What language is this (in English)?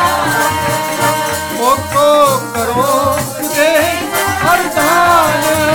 Punjabi